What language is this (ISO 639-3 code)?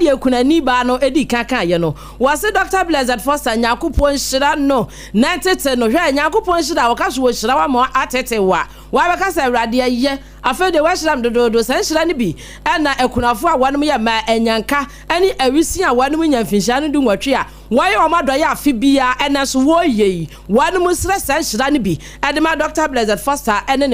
aka